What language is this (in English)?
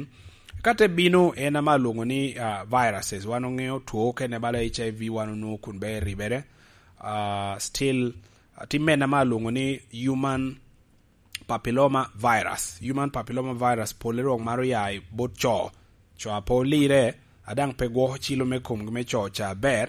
Lango (Uganda)